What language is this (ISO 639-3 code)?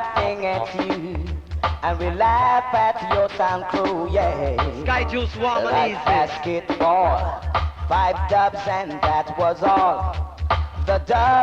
jam